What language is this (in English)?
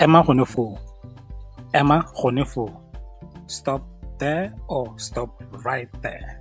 Tswana